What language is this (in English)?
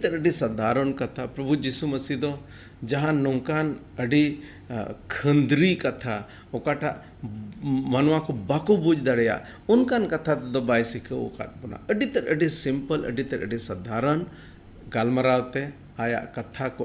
Santali